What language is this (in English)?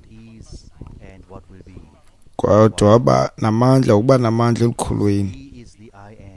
Xhosa